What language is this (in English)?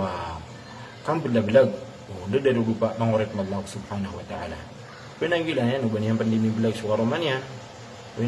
Maranao